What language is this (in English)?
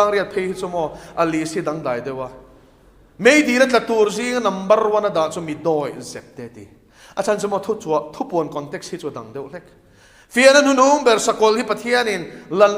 Mizo